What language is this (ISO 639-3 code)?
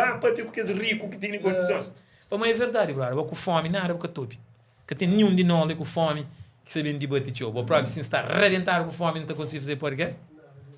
kea